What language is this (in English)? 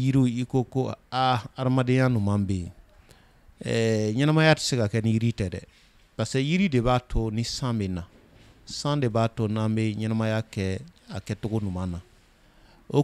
Bambara